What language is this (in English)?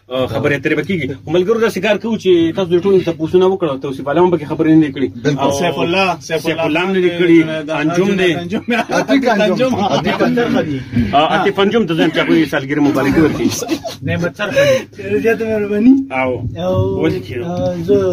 Pashto